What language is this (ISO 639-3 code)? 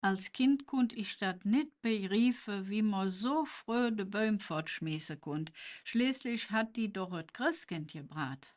ksh